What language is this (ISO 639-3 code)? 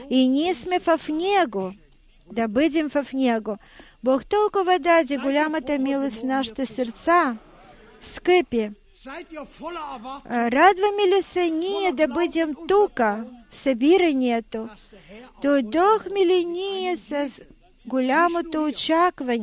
bul